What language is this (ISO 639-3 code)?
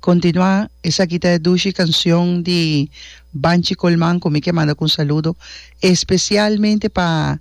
pap